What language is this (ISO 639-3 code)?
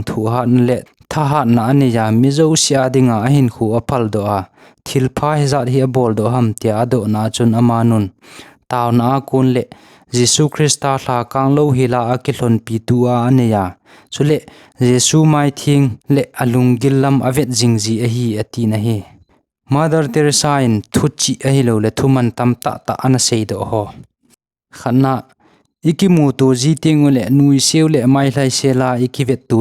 tcz